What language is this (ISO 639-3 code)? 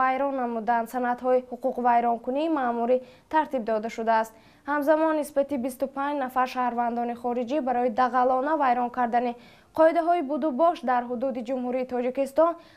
tgk